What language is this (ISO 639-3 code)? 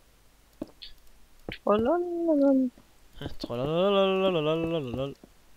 dan